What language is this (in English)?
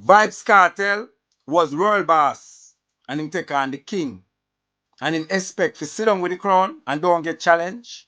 Jamaican Creole English